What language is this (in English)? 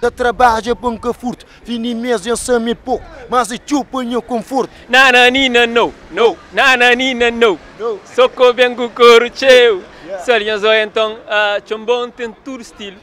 Kabuverdianu